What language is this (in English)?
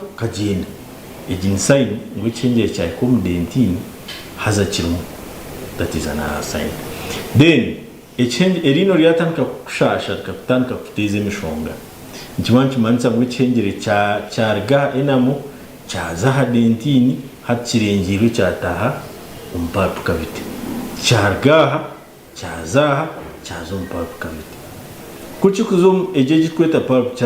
Nyankole